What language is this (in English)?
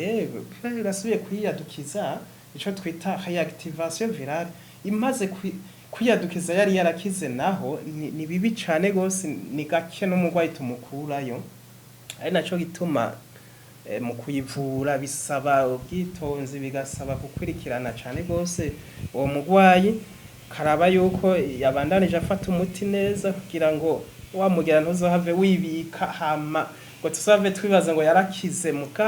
Rundi